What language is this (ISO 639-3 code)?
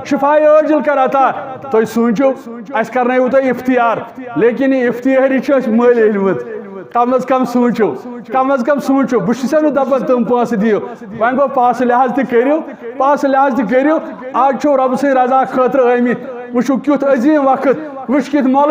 kas